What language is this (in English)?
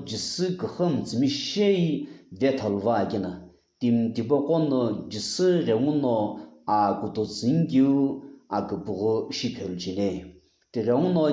Sumi Naga